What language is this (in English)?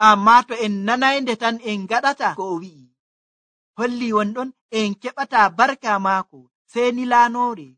Nigerian Fulfulde